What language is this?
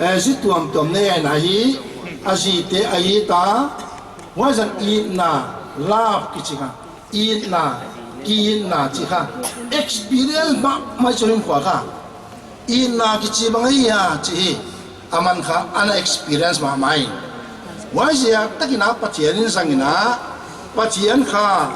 Paite Chin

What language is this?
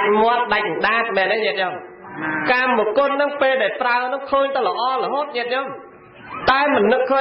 Khmer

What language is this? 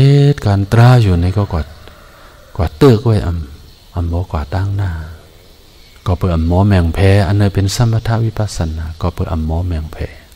Shan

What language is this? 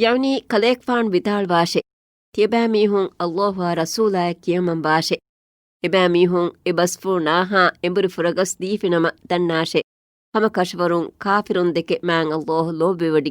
Divehi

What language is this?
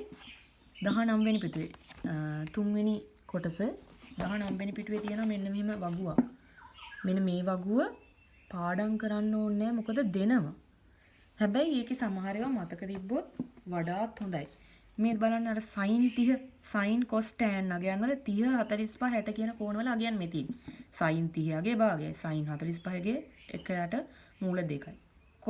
Sinhala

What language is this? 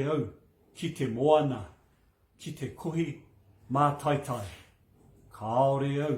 Māori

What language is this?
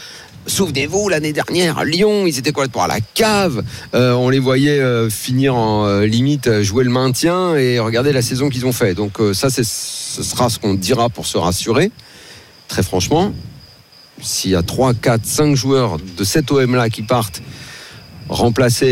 French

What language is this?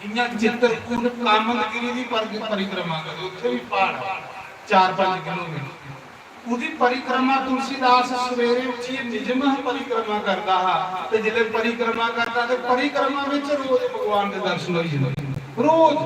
Dogri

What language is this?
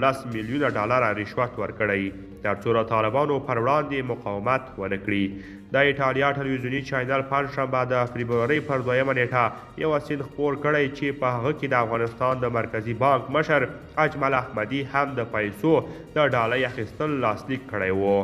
Pashto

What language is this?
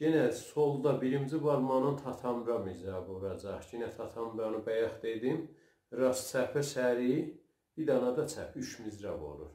South Azerbaijani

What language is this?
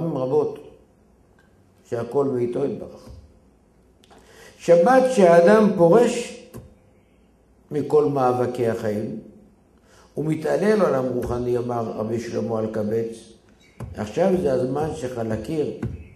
Hebrew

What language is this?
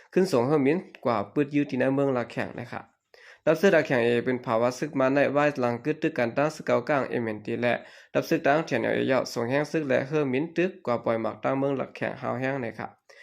Shan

